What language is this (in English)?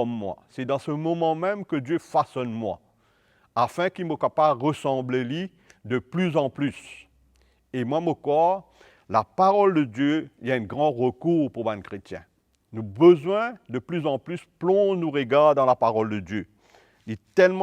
Morisyen